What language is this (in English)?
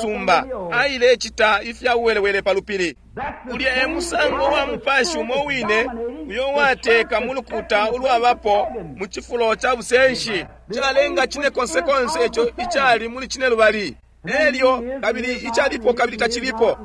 Bemba